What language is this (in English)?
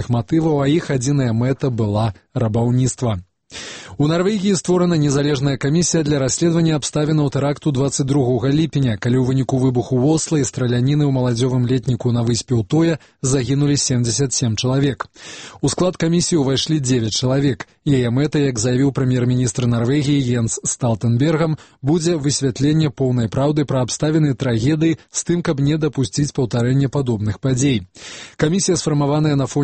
Belarusian